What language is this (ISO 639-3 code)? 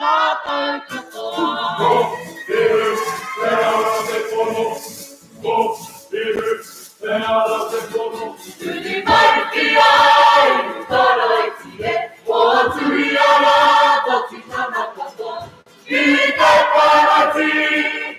mri